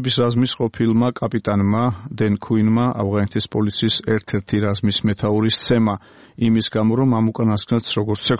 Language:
Georgian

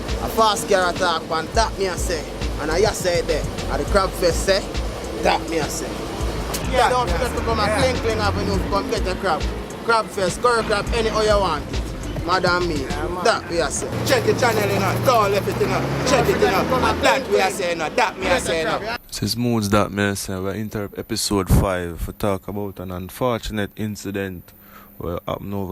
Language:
Jamaican Creole English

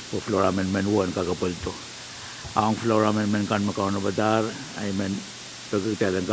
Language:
Pohnpeian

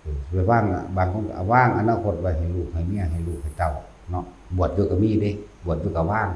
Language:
Northeastern Thai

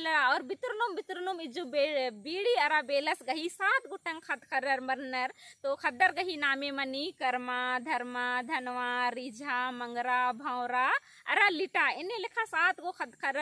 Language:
Kurukh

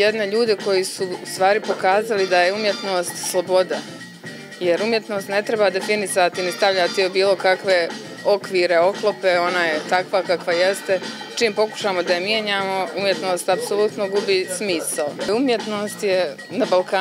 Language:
Bosnian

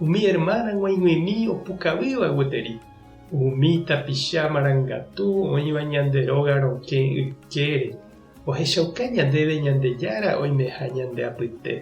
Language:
Guarani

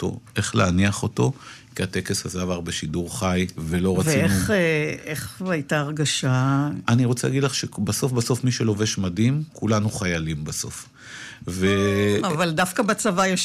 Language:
Hebrew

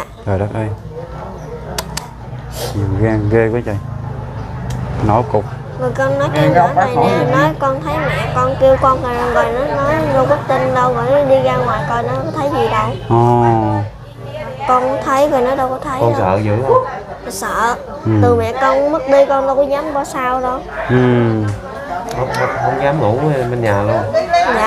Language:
Vietnamese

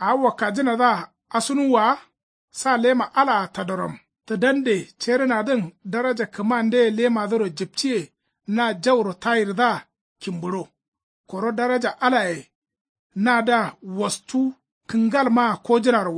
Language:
Kanuri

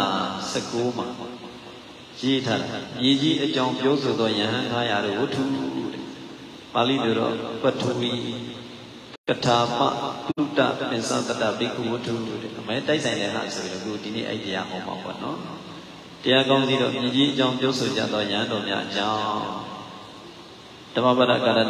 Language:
Burmese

